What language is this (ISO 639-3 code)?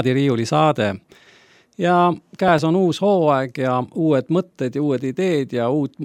est